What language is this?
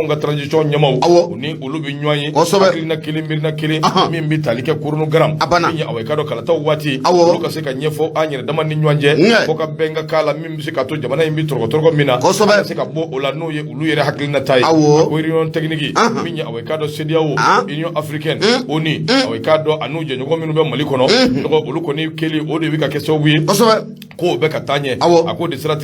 Bambara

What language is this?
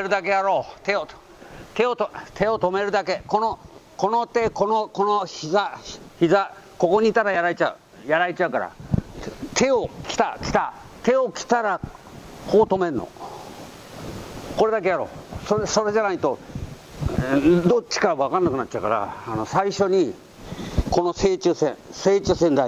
Japanese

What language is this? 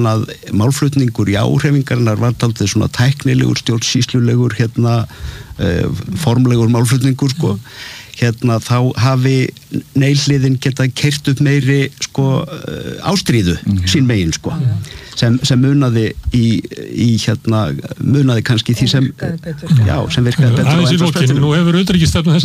Icelandic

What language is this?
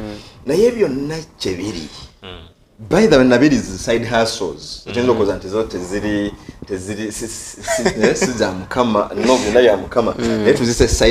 Ganda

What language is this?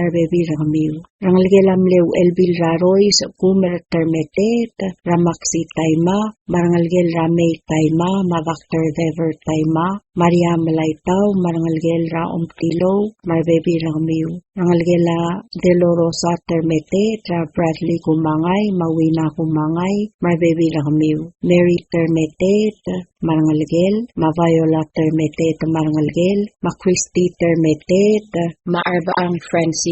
Palauan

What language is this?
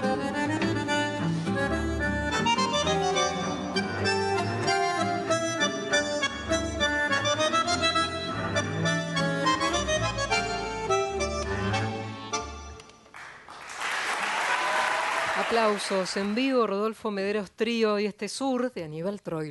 Spanish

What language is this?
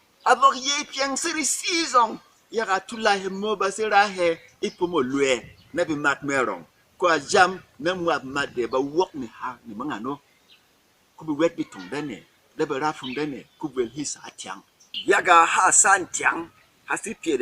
Berom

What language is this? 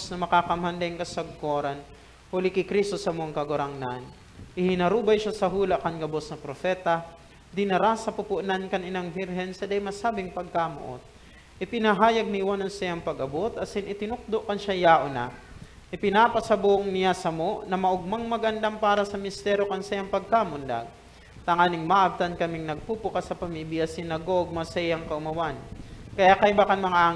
Bikol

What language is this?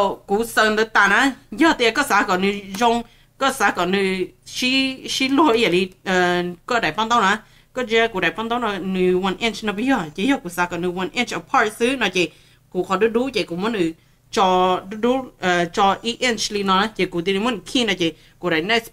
Hmong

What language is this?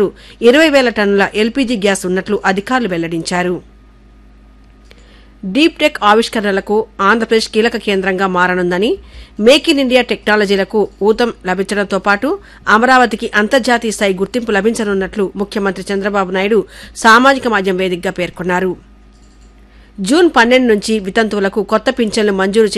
Telugu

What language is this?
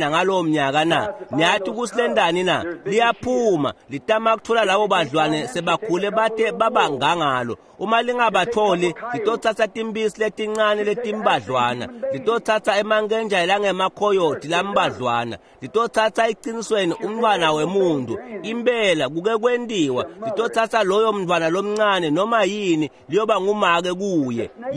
Swati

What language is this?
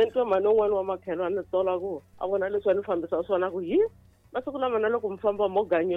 Tsonga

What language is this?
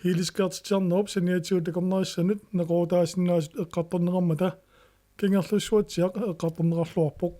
Kalaallisut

